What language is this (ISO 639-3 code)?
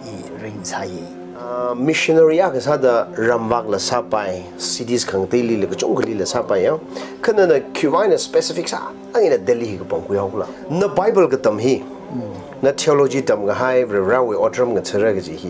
nmf